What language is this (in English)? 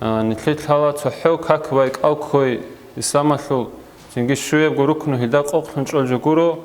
Avaric